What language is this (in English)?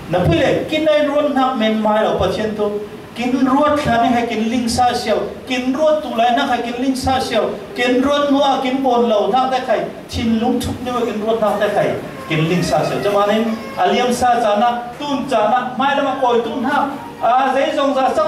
Falam Chin